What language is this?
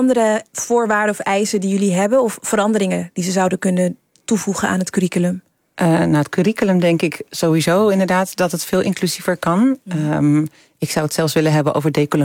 Dutch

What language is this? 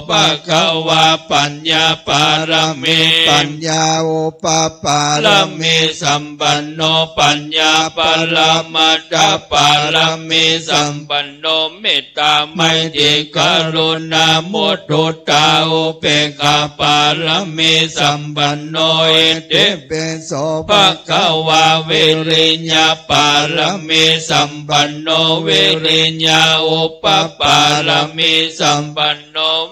Pali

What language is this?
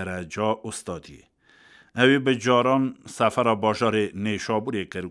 Kurdish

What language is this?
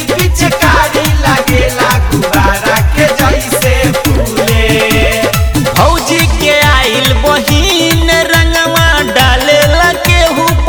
Bhojpuri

